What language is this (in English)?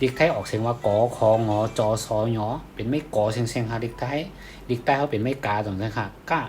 Shan